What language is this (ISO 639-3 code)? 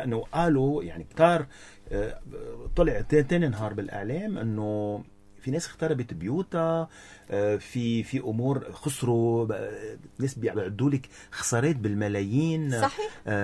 apc